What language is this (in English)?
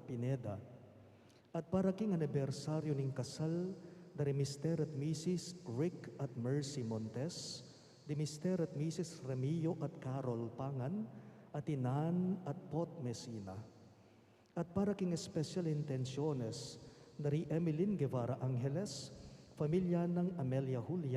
Pampanga